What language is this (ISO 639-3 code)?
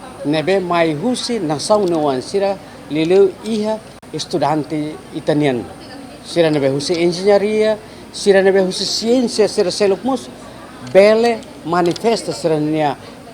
tet